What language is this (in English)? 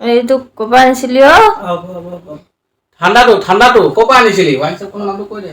Assamese